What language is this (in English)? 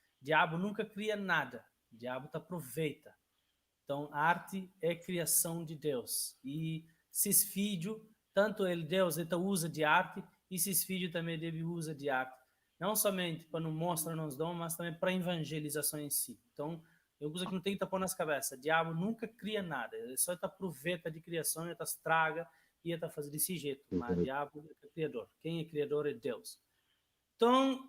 Kabuverdianu